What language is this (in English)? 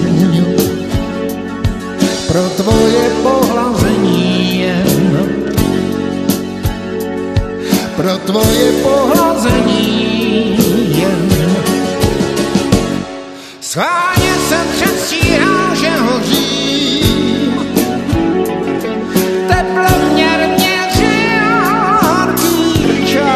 Czech